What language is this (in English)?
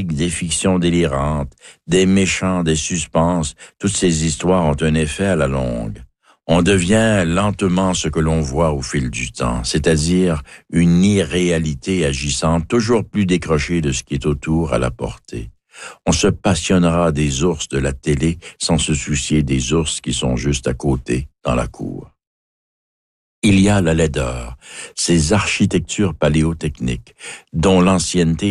French